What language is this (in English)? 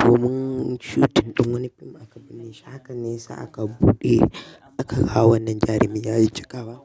Hausa